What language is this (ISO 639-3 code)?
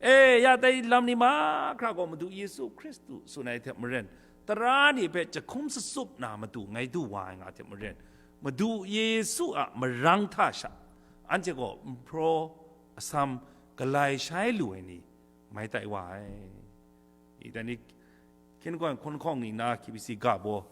kac